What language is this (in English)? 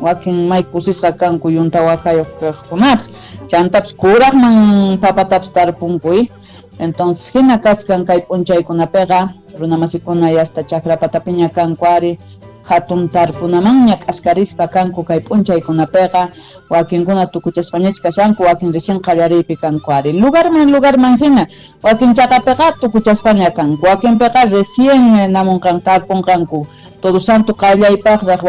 Quechua